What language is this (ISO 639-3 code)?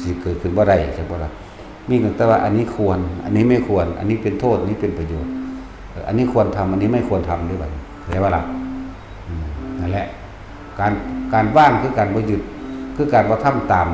tts